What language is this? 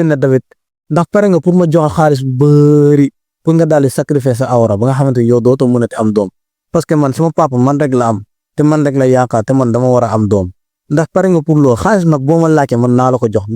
Wolof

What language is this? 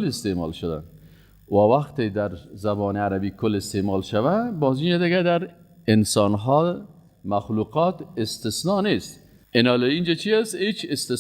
Persian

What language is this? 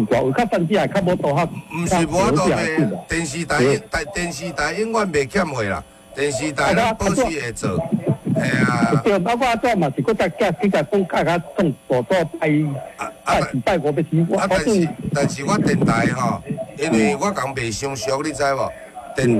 Min Nan Chinese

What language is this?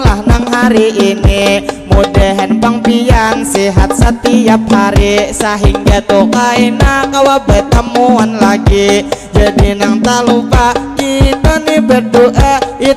Banjar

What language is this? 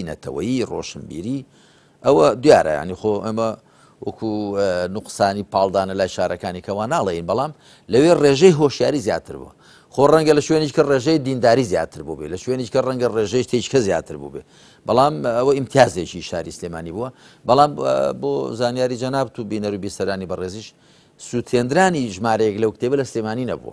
Central Kurdish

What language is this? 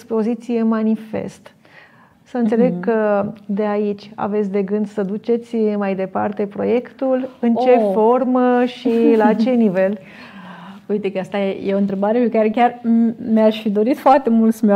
Romanian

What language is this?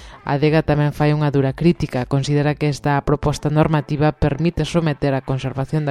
Galician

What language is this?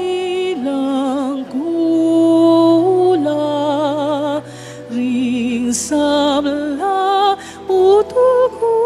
Pampanga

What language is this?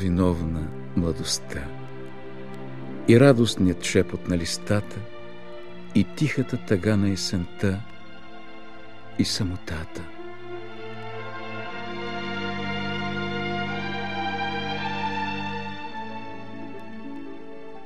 Bulgarian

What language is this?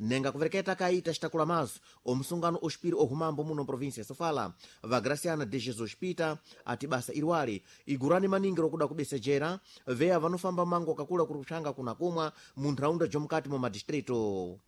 Sena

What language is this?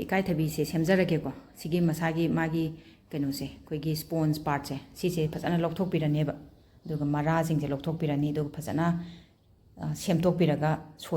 Manipuri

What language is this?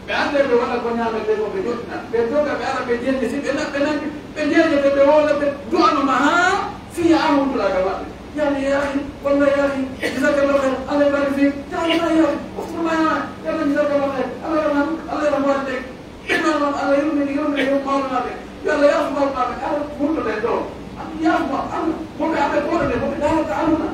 Pular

